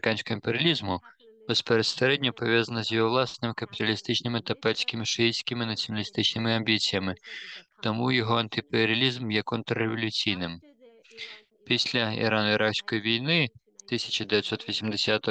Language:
Ukrainian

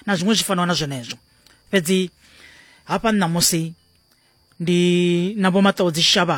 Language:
Venda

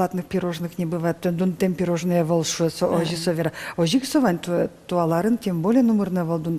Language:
Udmurt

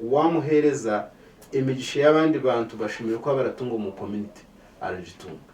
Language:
Nyankole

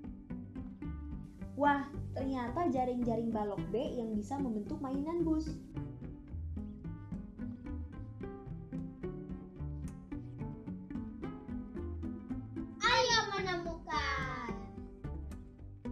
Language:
Indonesian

